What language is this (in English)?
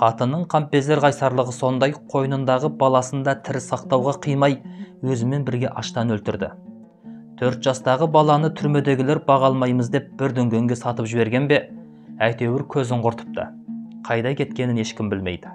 Kazakh